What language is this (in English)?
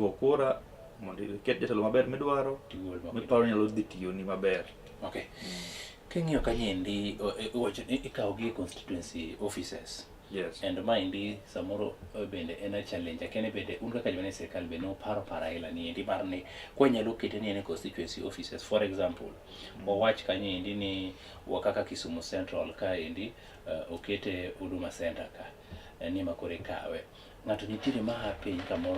Luo (Kenya and Tanzania)